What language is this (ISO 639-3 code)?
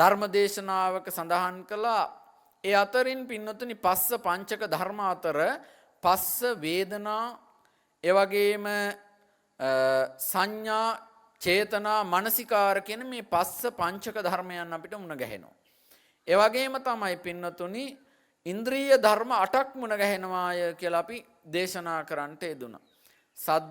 sin